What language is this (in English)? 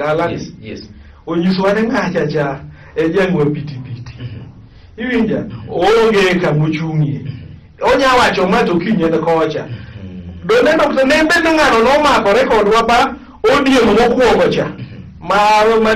Luo (Kenya and Tanzania)